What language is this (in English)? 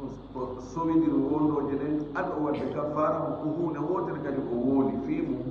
Fula